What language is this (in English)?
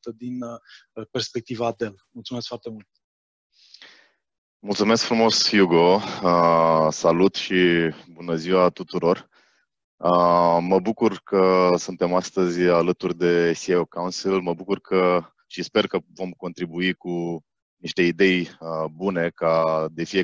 Romanian